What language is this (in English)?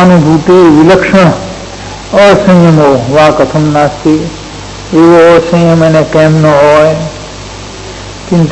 Gujarati